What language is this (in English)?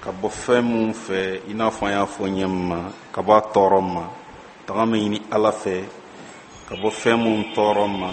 Bambara